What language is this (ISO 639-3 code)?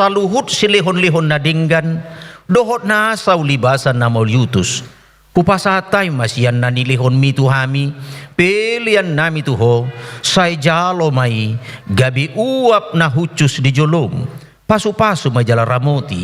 bbc